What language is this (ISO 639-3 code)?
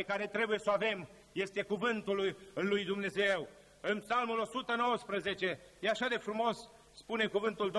ron